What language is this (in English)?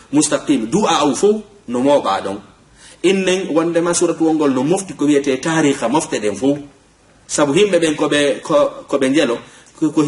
Fula